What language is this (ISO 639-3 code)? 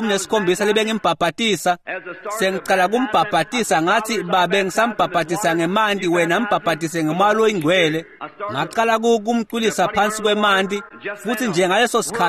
ssw